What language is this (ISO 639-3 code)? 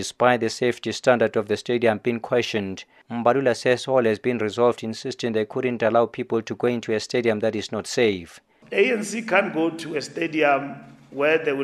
eng